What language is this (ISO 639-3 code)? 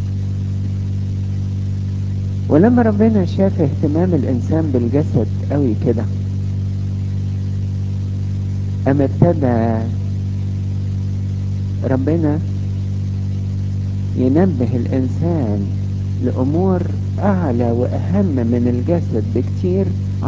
arz